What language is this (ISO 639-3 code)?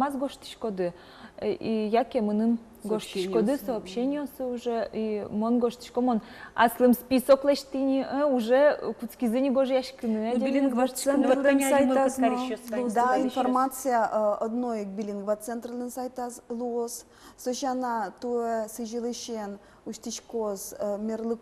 udm